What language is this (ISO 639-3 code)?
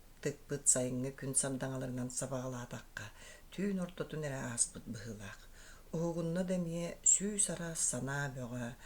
sah